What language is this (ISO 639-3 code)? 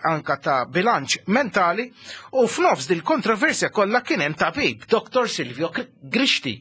mlt